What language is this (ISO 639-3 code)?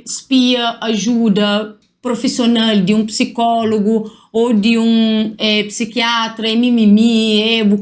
kea